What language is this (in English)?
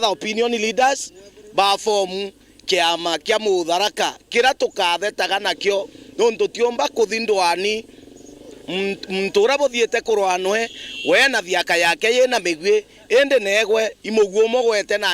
Meru